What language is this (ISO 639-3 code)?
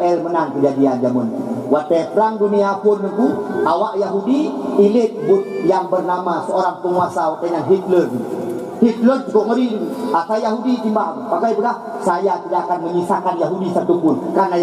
ace